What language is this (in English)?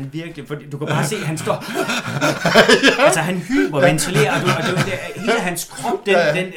Danish